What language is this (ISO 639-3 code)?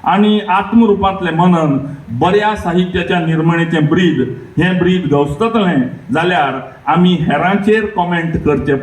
kok